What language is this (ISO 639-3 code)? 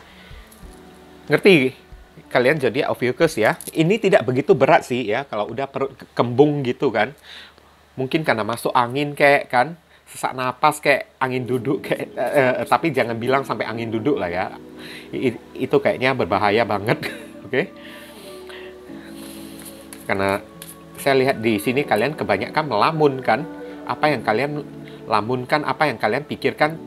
ind